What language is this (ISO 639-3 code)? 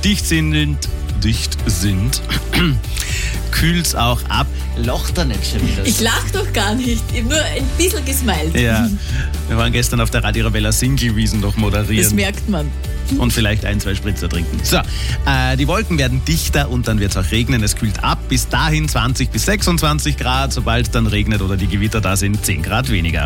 deu